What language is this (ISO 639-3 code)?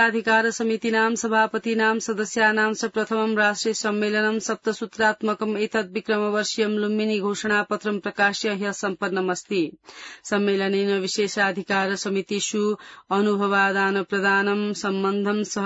san